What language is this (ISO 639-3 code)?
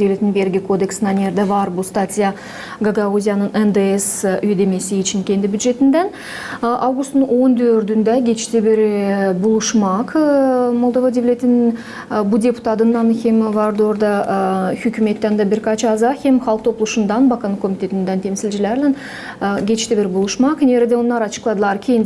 gag